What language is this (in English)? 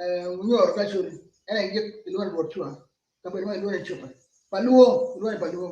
Acoli